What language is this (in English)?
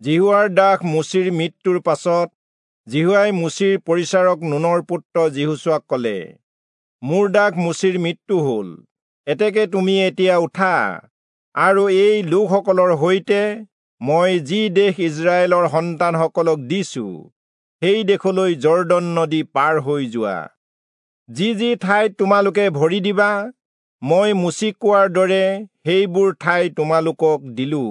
Assamese